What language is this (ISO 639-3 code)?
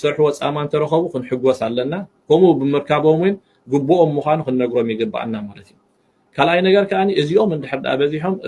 tir